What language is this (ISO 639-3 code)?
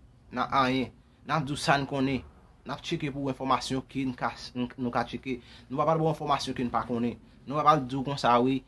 hat